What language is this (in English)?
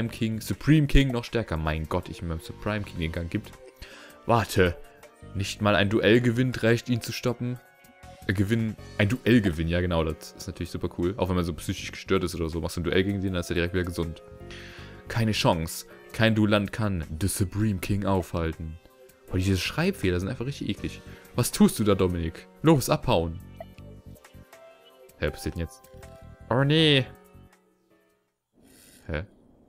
German